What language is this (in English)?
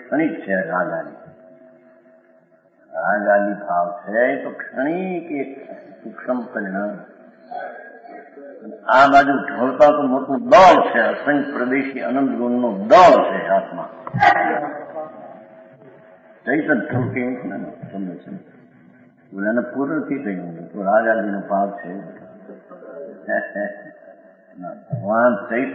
Gujarati